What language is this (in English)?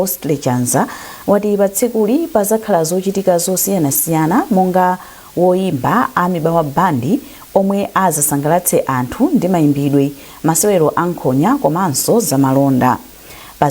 Nyanja